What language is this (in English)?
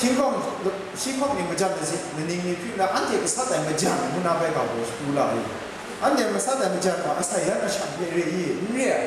Kachin